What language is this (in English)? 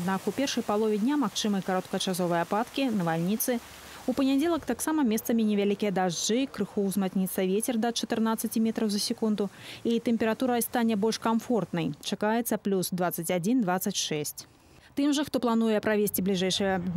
Belarusian